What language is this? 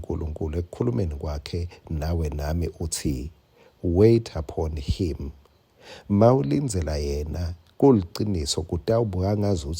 Swati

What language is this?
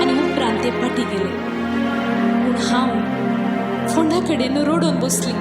Konkani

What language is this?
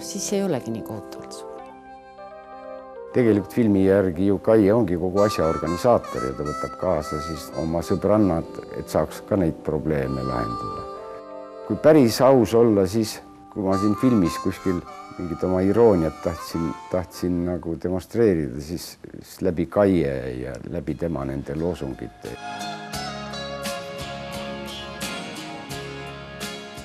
Estonian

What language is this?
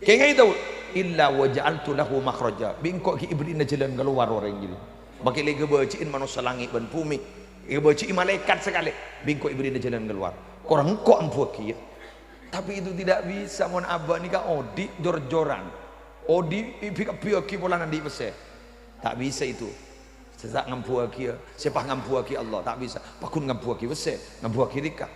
Madurese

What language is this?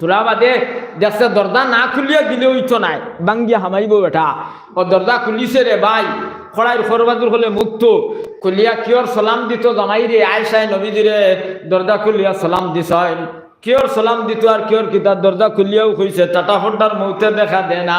Sylheti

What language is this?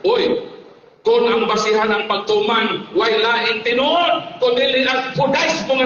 Cebuano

